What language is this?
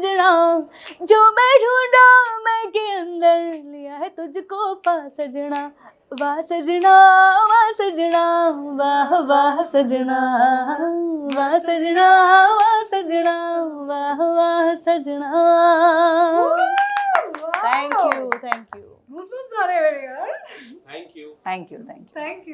Hindi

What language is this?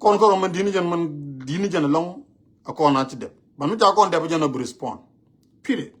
Nuer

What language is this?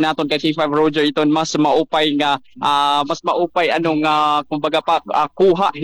Waray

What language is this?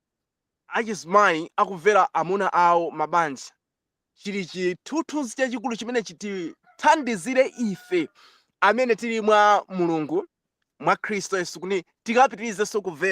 Nyanja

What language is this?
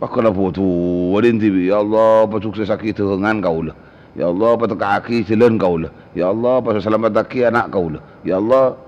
Madurese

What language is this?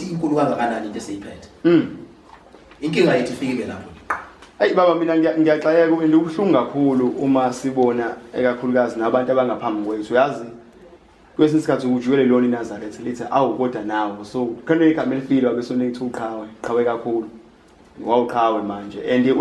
Zulu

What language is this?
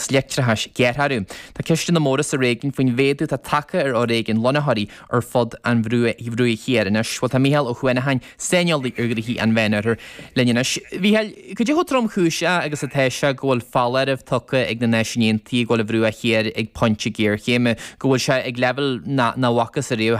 Irish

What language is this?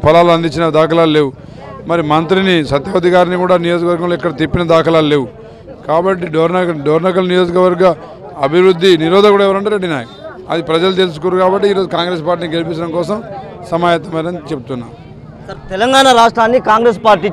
Telugu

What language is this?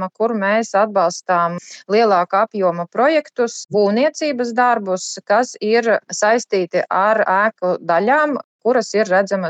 Latvian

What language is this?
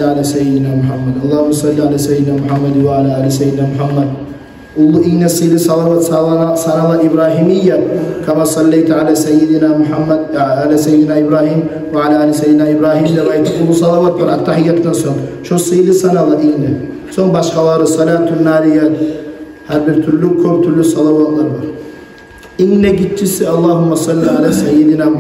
Kumyk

